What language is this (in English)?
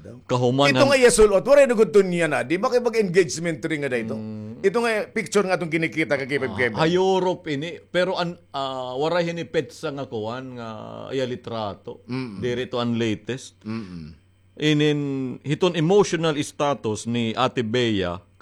Waray